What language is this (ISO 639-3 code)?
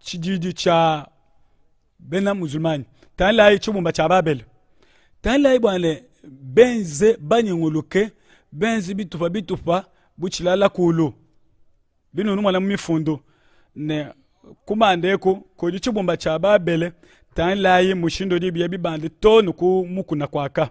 lua